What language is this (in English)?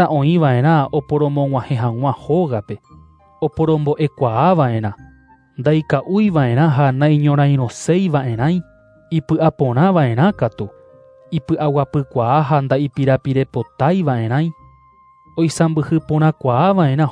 Guarani